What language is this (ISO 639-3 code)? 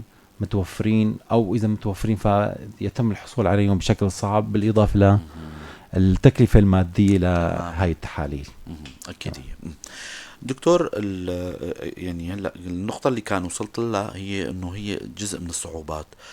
apc